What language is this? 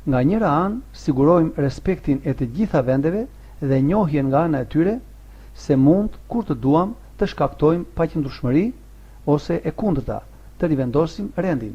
Albanian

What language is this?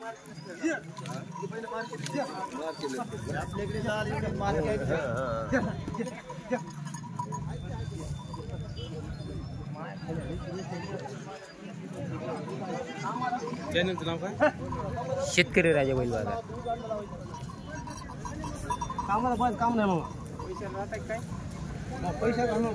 Marathi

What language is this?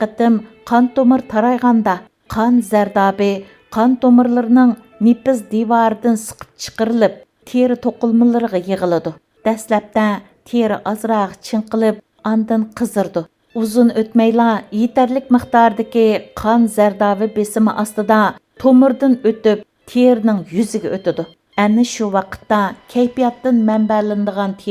Uyghur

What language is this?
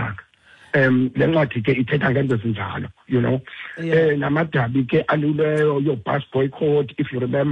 Xhosa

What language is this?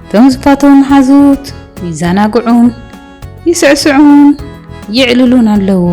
Tigrinya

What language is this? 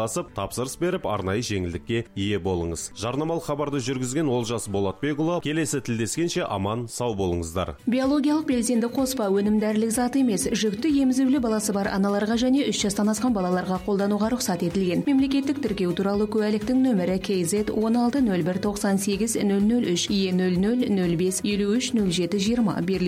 Kazakh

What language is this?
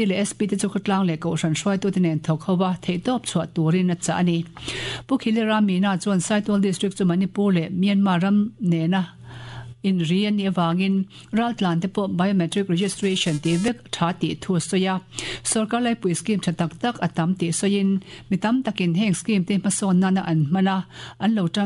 Mizo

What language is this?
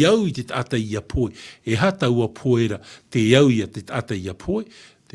Tahitian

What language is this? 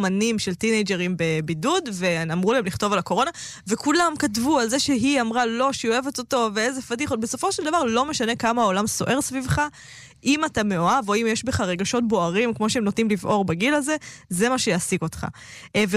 Hebrew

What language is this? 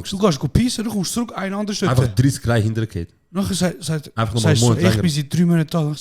Swiss German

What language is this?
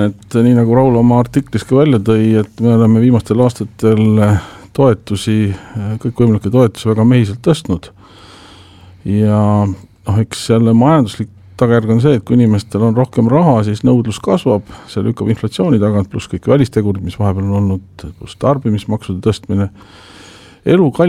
Estonian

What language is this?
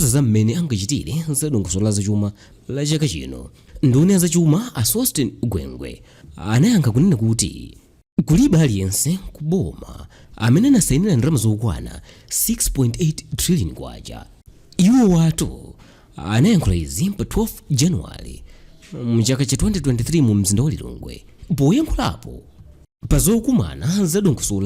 Nyanja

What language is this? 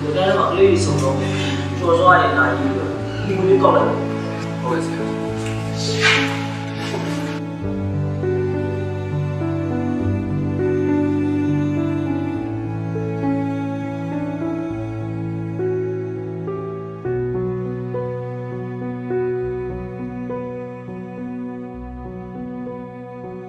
Burmese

